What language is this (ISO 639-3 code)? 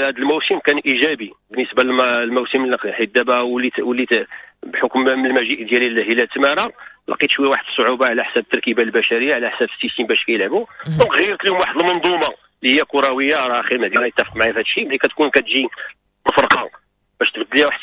ary